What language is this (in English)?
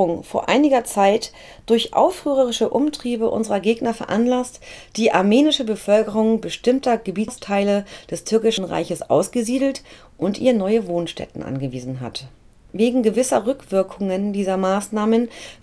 German